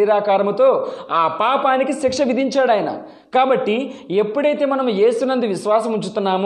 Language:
Telugu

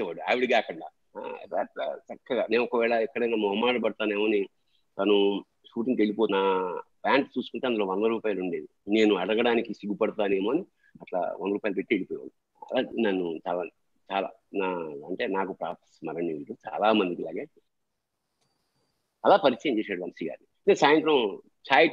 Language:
Telugu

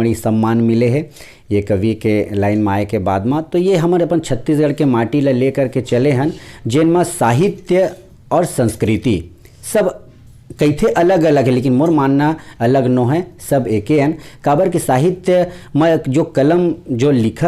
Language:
Chhattisgarhi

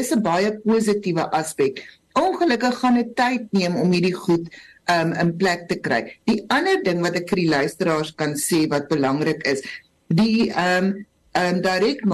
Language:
Afrikaans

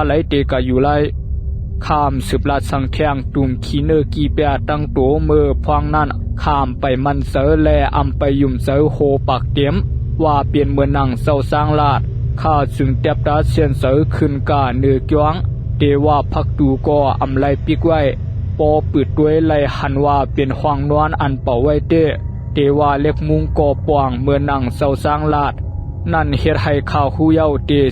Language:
Shan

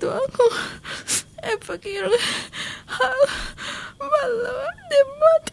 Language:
Divehi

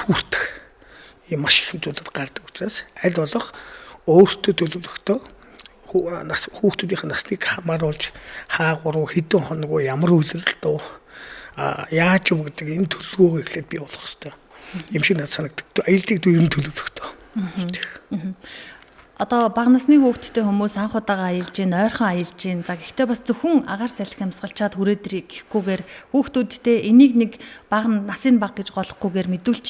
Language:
Mongolian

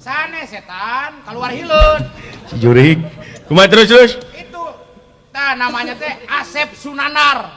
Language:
Sundanese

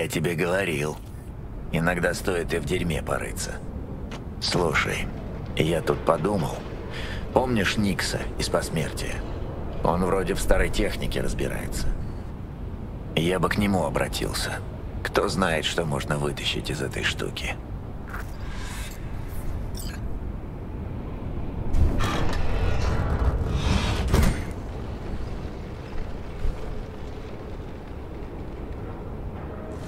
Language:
Russian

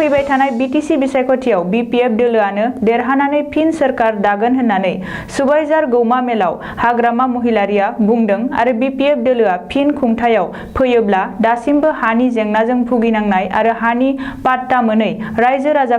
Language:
Bodo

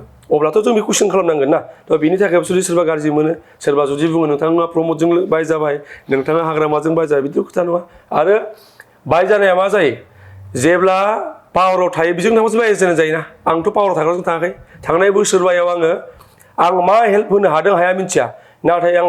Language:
Bodo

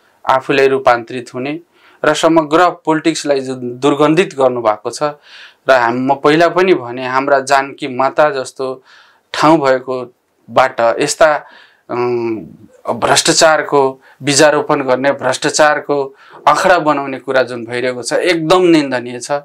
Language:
Nepali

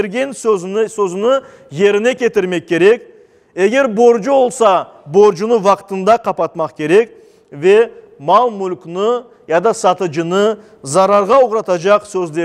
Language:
Crimean Tatar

